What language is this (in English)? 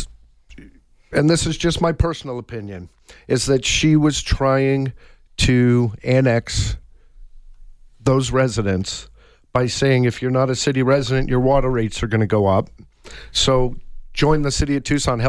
English